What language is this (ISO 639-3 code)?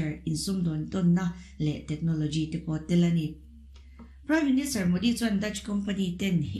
lus